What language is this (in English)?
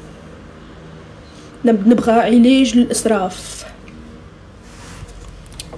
Arabic